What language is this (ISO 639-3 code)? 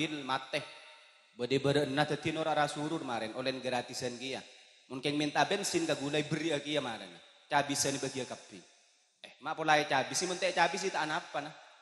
mad